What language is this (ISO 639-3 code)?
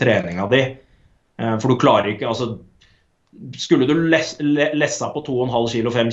nor